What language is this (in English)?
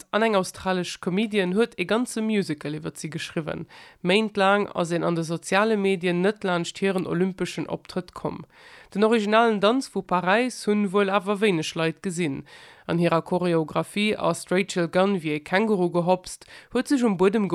Luxembourgish